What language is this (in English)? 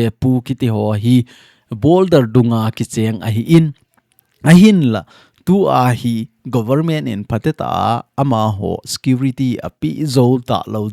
Thado Chin